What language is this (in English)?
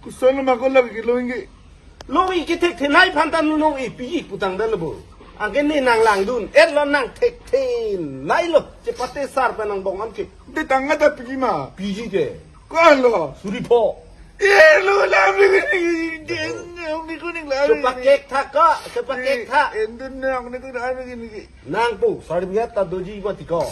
Karbi